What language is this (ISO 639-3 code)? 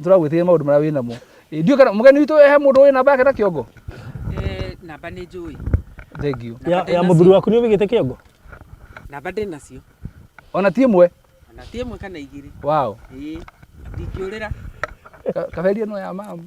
kik